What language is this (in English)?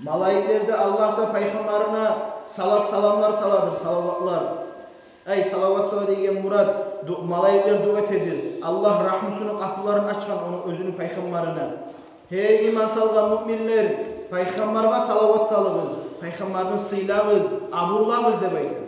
Kumyk